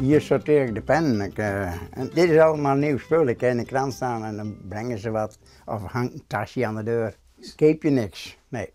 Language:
Western Frisian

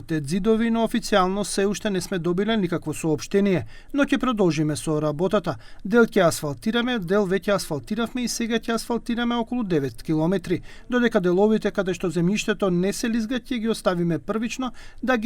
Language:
Macedonian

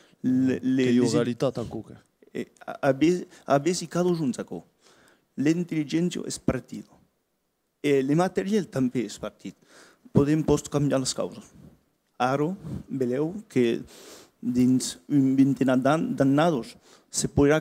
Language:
Occitan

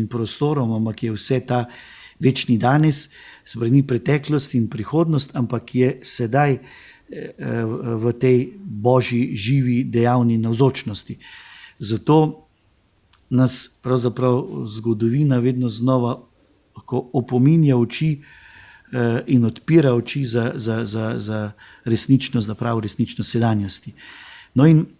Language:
Slovenian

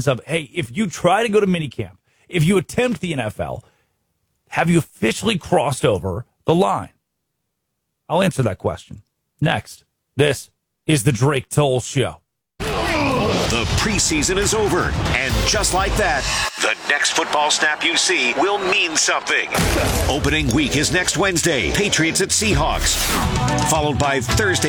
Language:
English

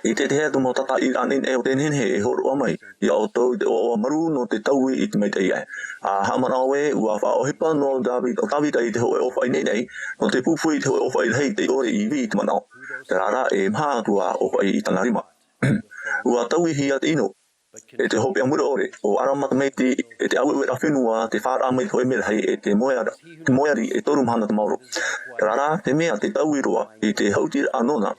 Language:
Tahitian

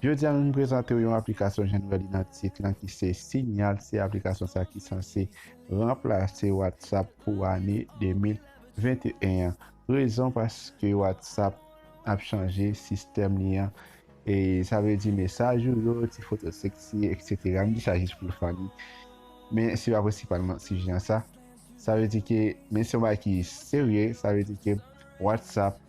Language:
Haitian Creole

